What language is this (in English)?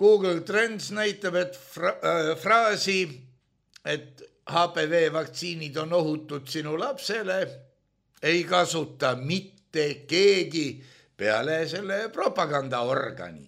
Estonian